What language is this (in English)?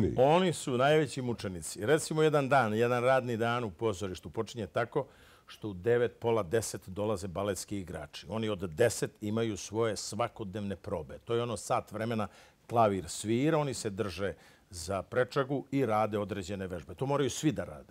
Serbian